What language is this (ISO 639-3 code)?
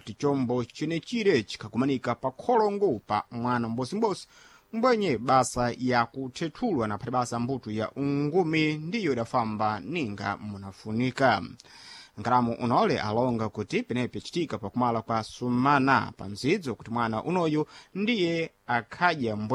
seh